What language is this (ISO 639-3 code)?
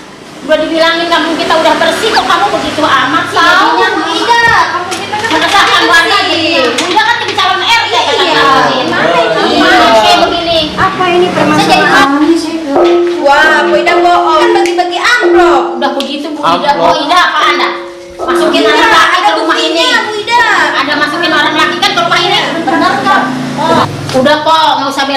bew